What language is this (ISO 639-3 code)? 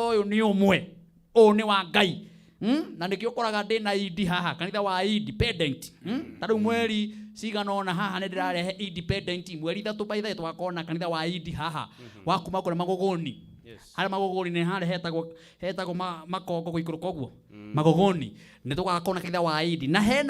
kik